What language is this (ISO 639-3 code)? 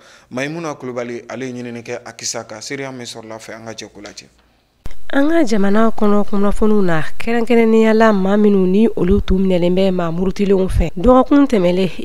bam